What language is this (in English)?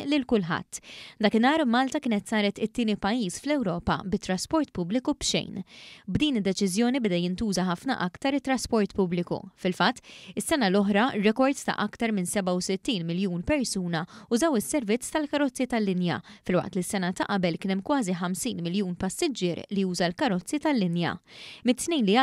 Maltese